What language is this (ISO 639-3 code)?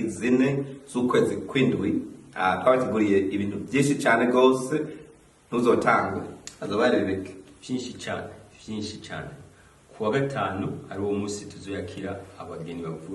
run